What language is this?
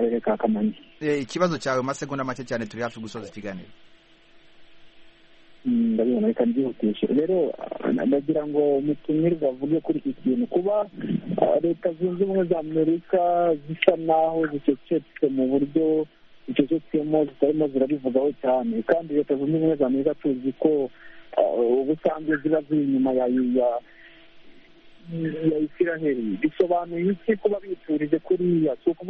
Kinyarwanda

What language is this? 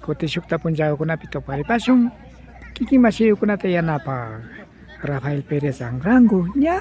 Imbabura Highland Quichua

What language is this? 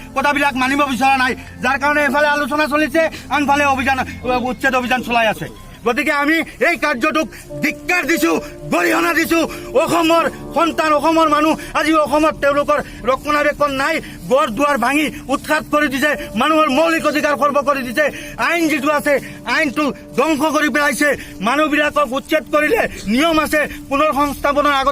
Assamese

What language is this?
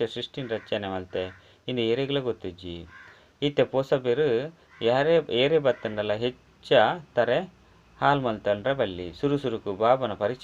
Tulu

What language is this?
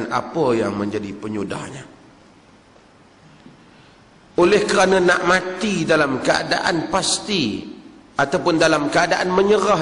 Malay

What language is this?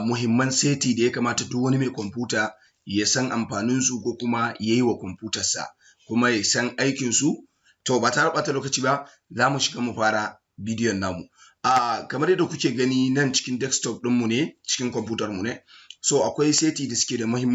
Hausa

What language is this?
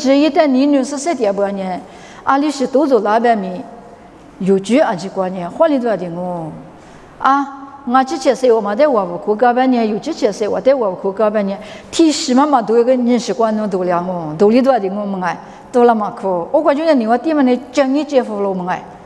Lisu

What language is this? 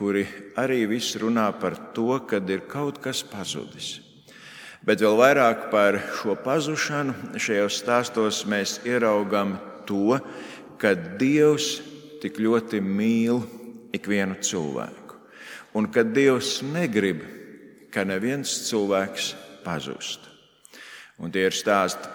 Latvian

